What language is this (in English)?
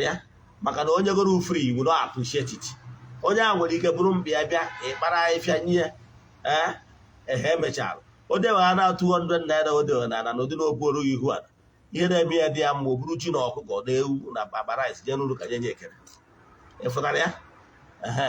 Igbo